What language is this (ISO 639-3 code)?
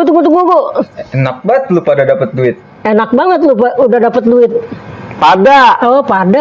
bew